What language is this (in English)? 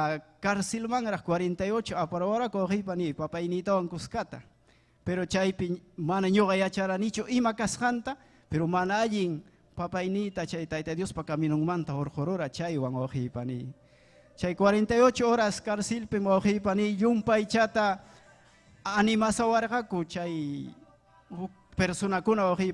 Ayacucho Quechua